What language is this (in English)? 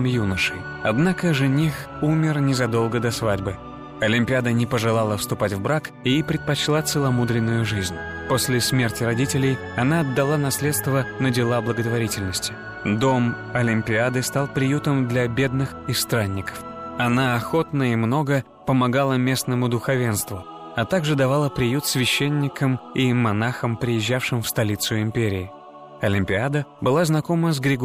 Russian